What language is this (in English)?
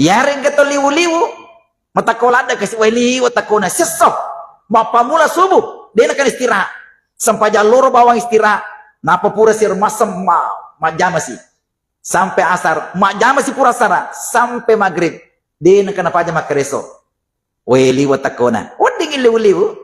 Buginese